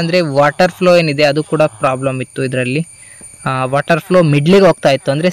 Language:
Kannada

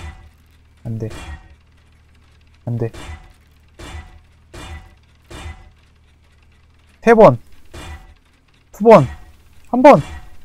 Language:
Korean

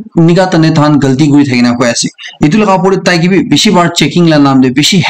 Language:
Naga Pidgin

